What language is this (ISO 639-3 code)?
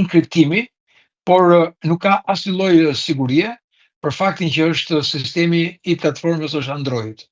sqi